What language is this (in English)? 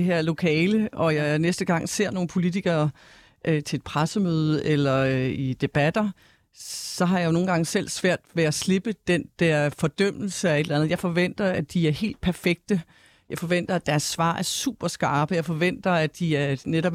Danish